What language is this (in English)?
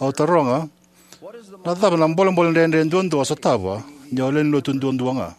Fijian